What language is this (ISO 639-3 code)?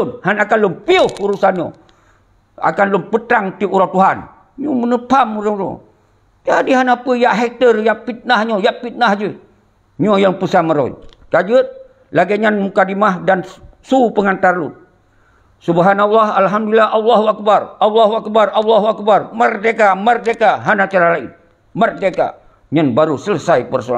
ace